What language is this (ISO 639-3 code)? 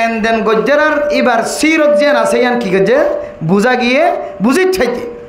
rhg